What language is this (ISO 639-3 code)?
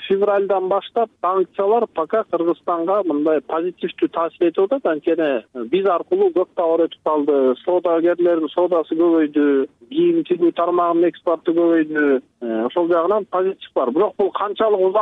kir